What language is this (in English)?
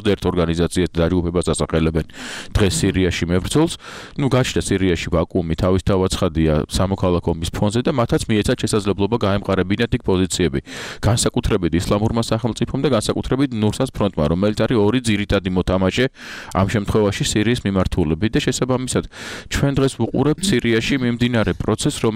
Georgian